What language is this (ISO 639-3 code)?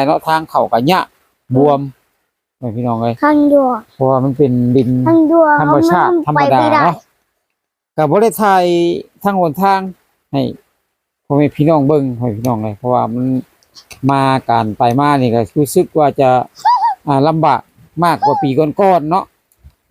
lao